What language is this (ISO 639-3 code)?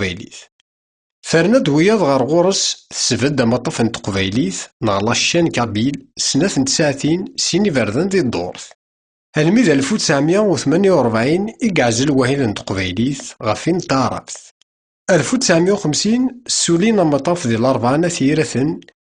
kab